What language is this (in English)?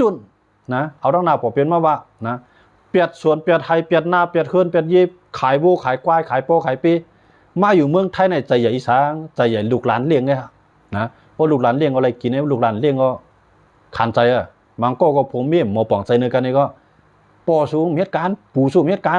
Shan